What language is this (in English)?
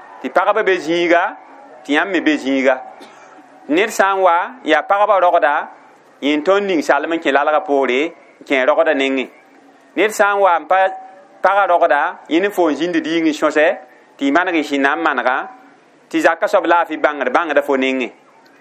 Mossi